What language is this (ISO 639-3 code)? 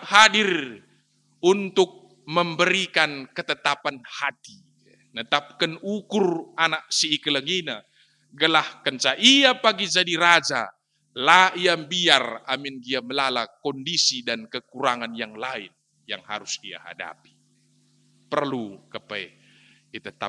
btx